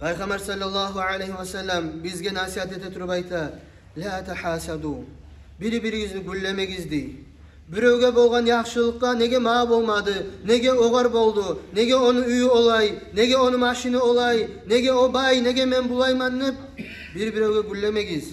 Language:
Kumyk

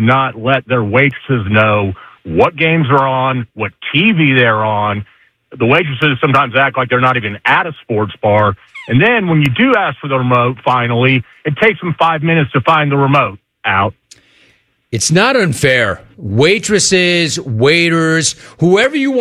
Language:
English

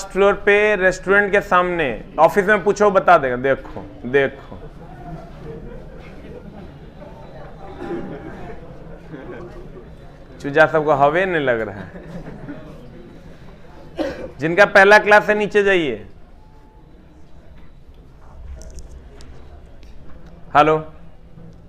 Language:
Hindi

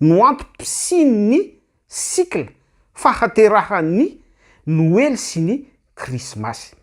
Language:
Malagasy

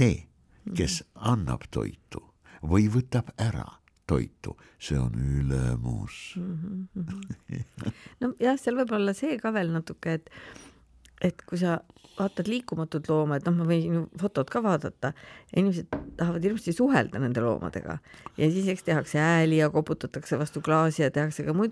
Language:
Estonian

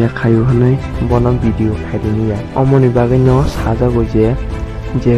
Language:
Kok Borok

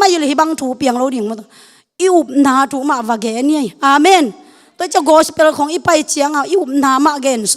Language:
Tedim Chin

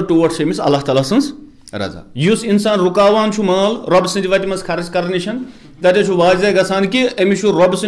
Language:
Kashmiri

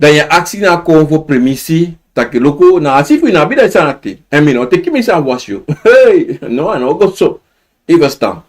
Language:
Sranan Tongo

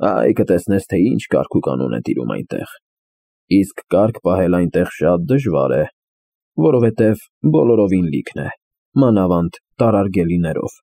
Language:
Armenian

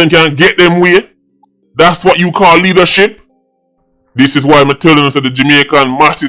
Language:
Jamaican Creole English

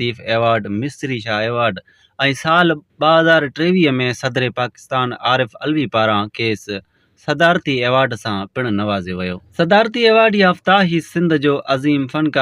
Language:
Sindhi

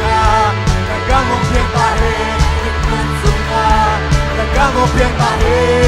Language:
Tedim Chin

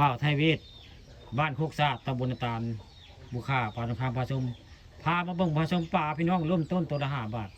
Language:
Northeastern Thai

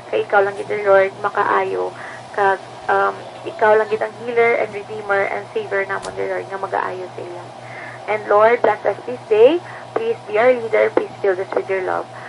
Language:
Hiligaynon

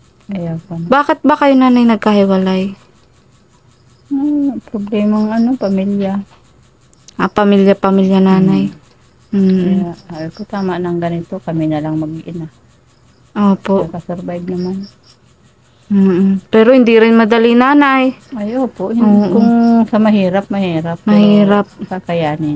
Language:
Filipino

